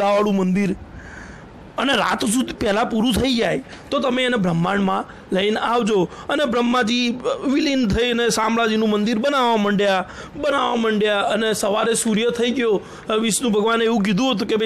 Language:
Gujarati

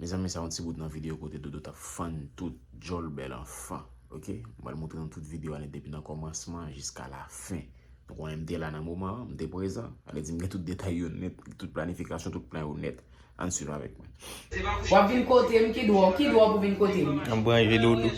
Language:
Haitian Creole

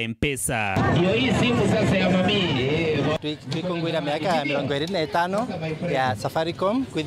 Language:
Meru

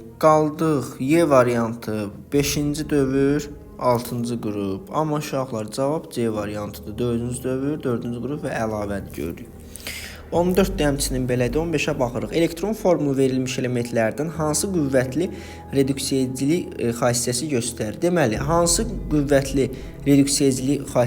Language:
Azerbaijani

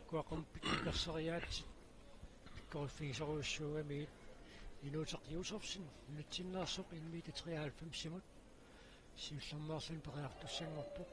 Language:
Kalaallisut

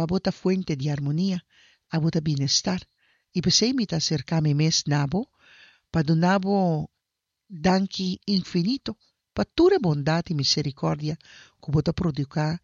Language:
Papiamento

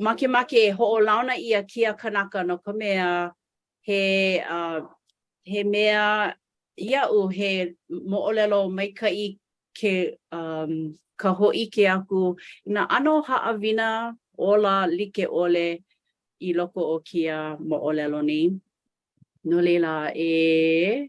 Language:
Hawaiian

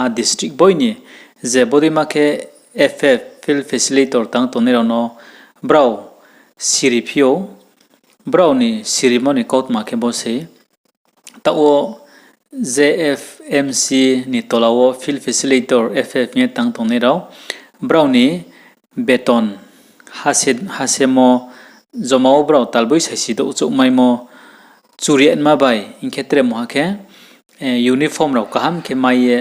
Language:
Riang (India)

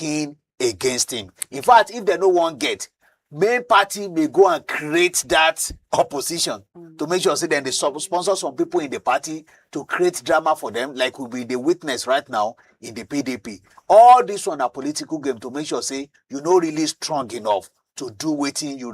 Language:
Nigerian Pidgin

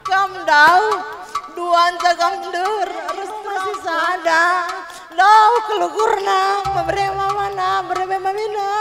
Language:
Batak Karo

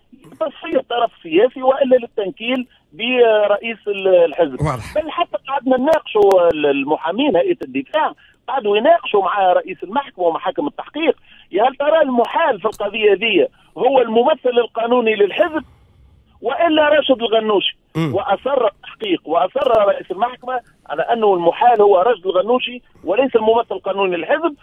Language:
Tunisian Arabic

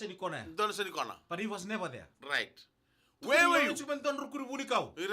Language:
Fijian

